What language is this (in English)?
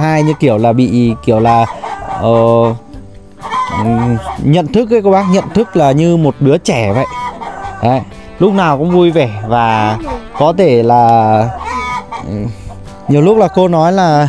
Vietnamese